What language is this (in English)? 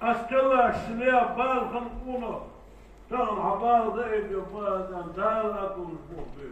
Ingush